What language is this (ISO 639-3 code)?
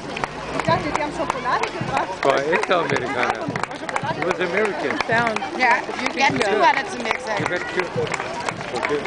bar